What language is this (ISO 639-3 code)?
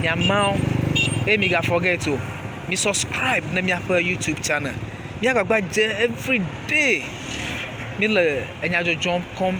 ewe